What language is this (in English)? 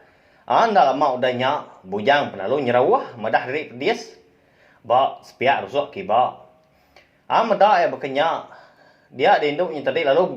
Iban